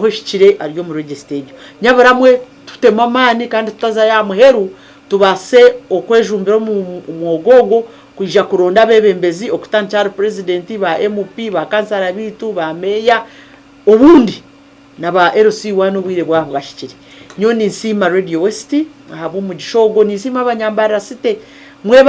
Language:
Nyankole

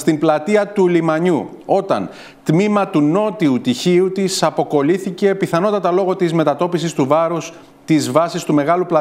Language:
Greek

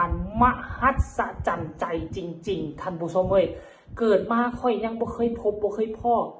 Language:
Northeastern Thai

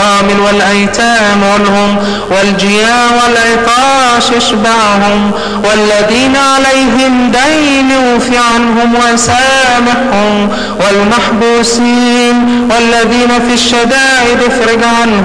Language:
Arabic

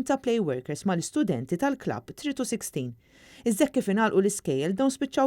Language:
Maltese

